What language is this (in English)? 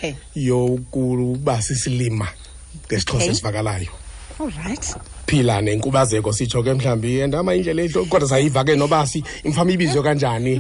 Xhosa